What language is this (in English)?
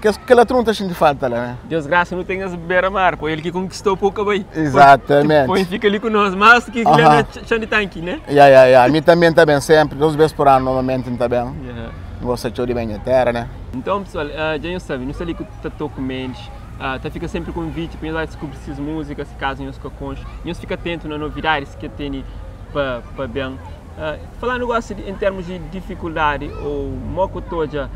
Kabuverdianu